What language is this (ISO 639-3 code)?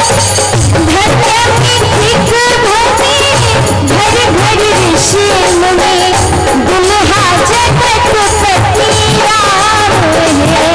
mai